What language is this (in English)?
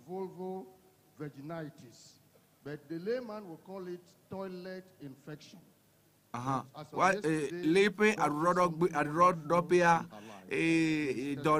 Ewe